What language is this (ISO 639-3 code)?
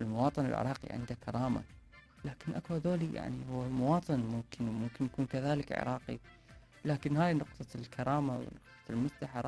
acm